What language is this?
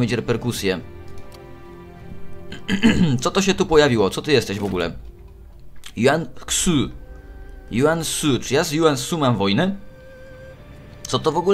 Polish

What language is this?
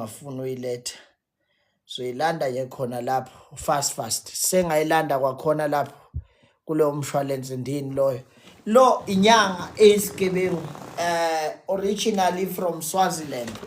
Zulu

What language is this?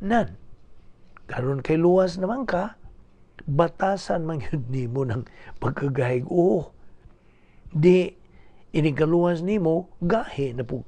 Cebuano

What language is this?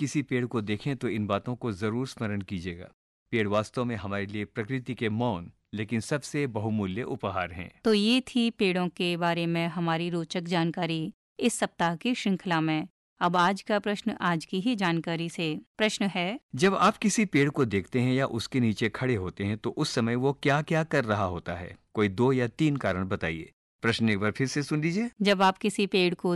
Hindi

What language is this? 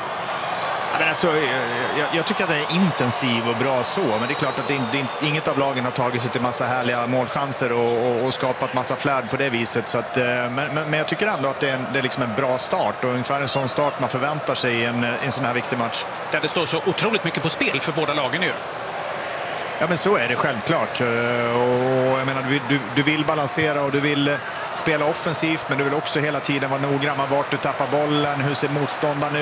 Swedish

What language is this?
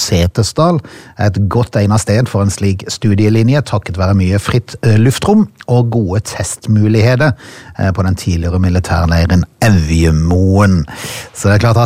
Norwegian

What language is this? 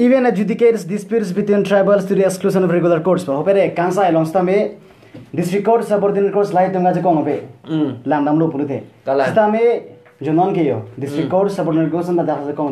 Karbi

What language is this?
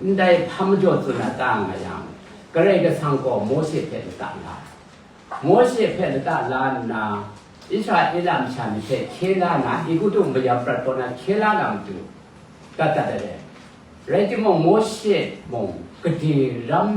Kachin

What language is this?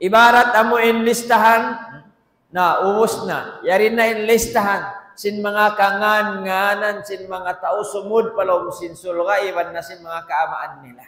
Tausug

